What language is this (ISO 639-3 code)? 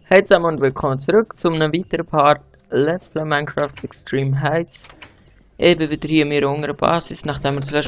gsw